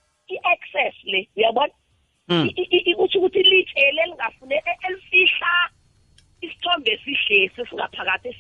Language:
South Ndebele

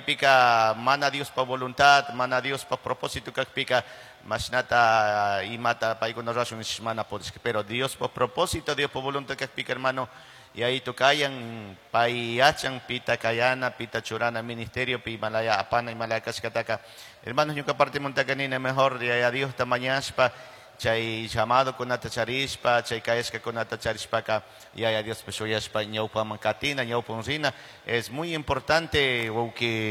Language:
Chimborazo Highland Quichua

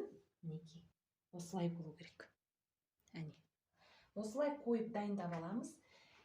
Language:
Kazakh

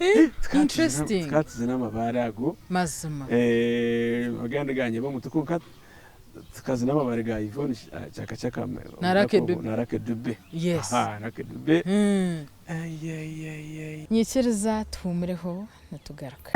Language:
Nyankole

